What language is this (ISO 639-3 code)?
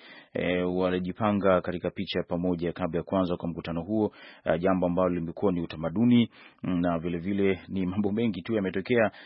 swa